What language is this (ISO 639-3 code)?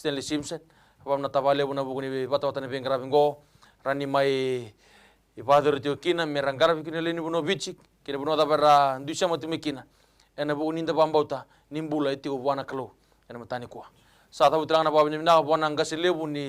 fij